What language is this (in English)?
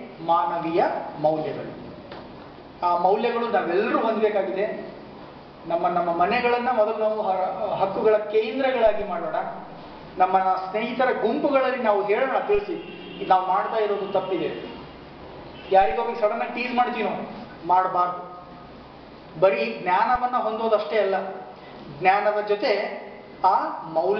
Kannada